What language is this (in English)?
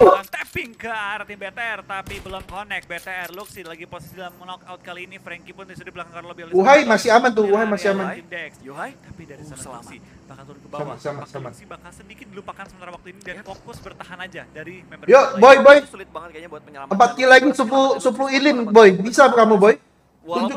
Indonesian